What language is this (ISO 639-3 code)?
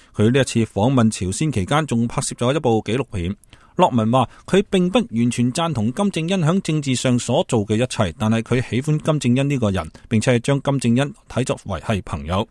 yue